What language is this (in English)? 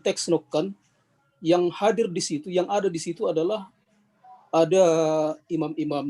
Batak Simalungun